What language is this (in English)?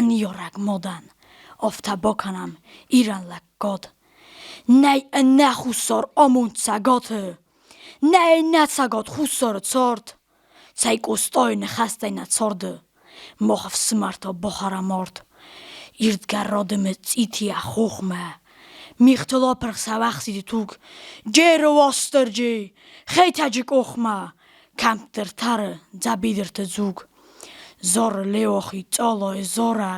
Ossetic